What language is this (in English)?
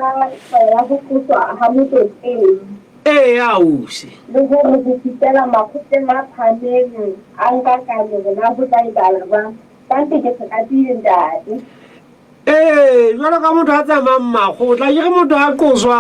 Southern Sotho